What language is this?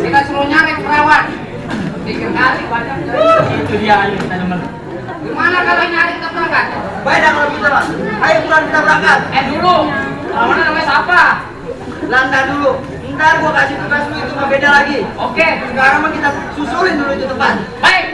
Betawi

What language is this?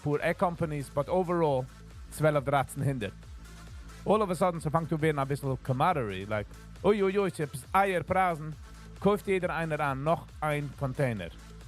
Yiddish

